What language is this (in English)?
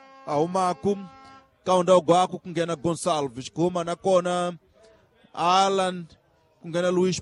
Tsonga